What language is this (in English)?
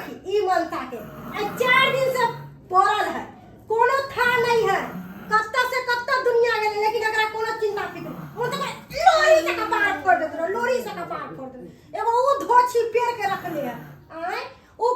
Maithili